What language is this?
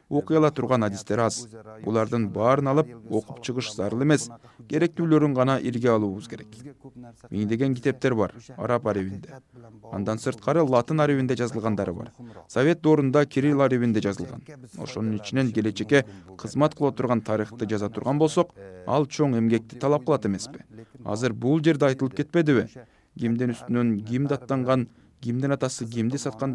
Kyrgyz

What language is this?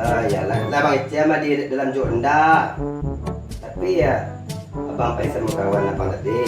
Minangkabau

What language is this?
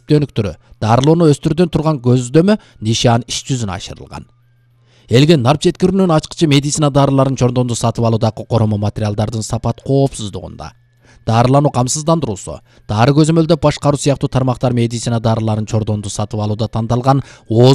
Kyrgyz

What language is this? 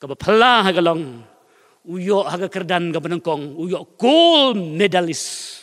Khasi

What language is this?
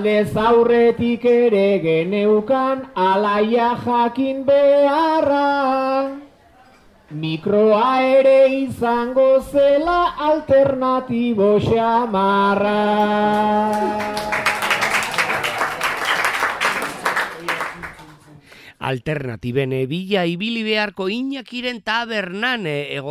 Basque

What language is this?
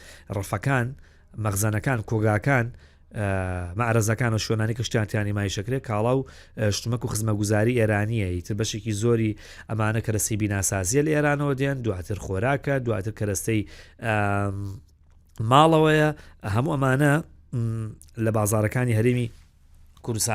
Central Kurdish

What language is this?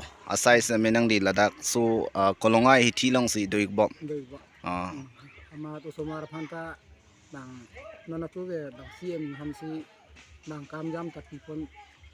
Karbi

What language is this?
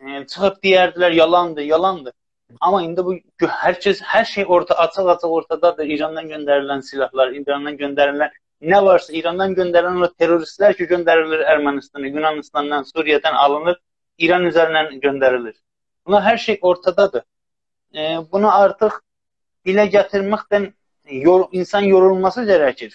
South Azerbaijani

